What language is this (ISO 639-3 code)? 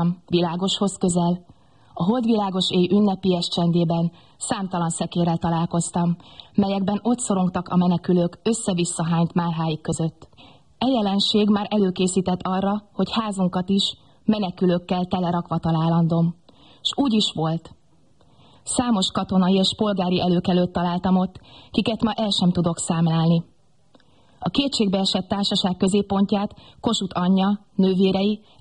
hun